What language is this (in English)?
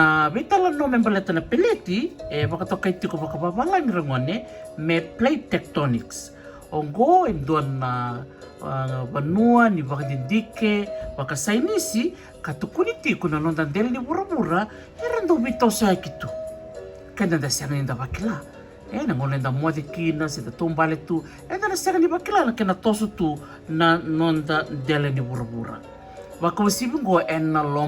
Fijian